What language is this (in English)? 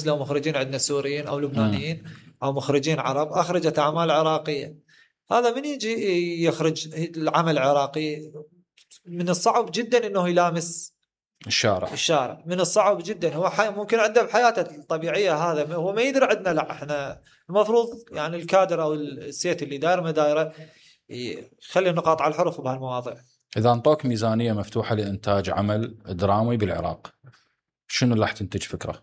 Mesopotamian Arabic